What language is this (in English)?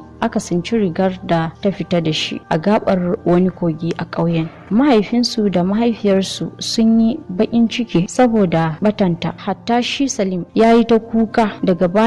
Hausa